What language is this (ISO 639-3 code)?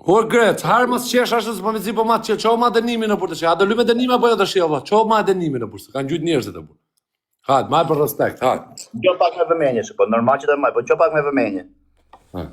sqi